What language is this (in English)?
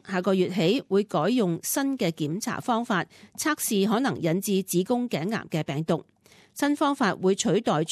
Cantonese